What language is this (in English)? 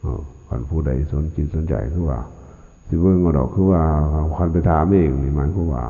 Lao